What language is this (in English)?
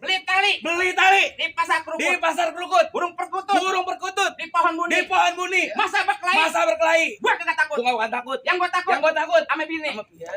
Betawi